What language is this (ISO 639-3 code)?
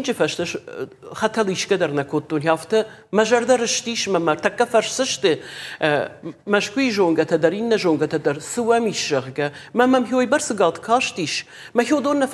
oss